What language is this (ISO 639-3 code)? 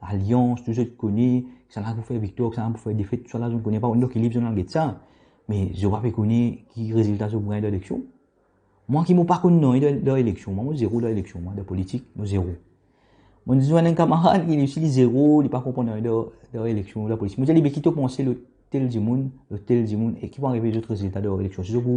mfe